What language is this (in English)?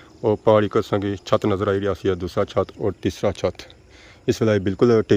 Pahari-Potwari